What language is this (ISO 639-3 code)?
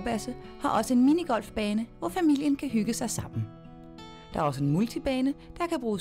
dan